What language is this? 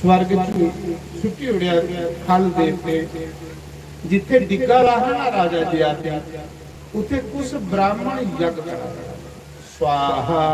Dogri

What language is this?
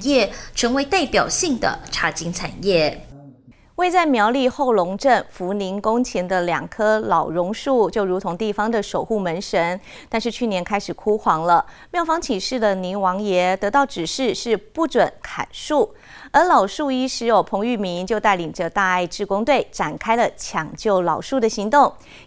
Chinese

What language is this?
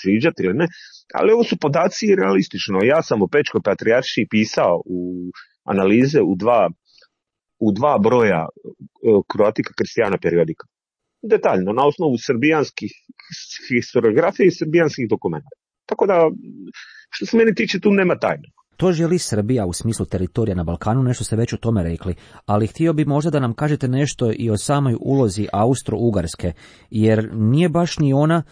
Croatian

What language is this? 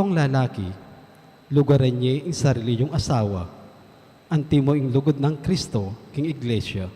Pampanga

